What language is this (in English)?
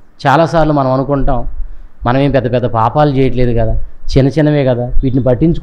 Telugu